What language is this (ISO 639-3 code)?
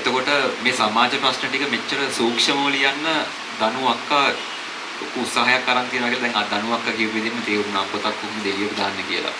sin